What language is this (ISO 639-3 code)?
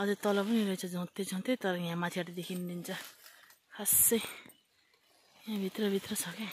nep